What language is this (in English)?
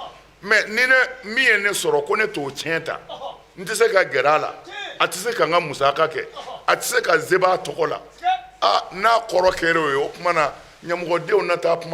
Bambara